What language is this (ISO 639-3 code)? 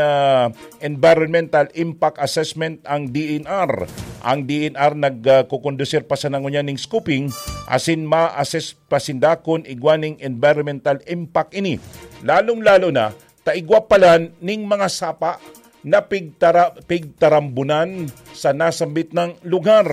bik